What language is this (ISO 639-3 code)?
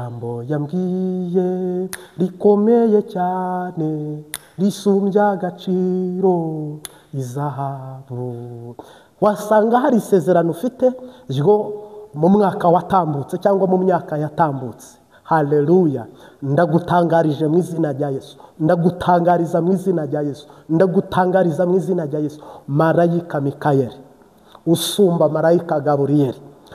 kin